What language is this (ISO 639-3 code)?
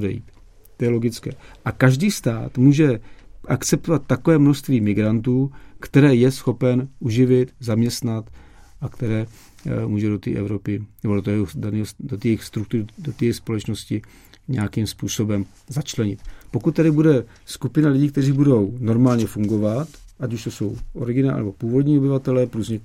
ces